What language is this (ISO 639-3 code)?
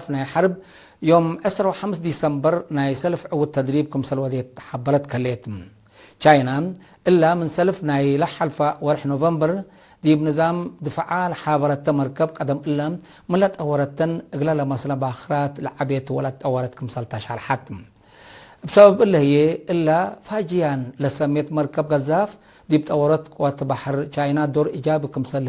tig